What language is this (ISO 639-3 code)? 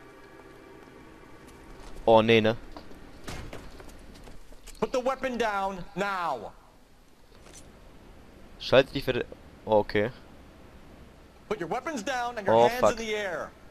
deu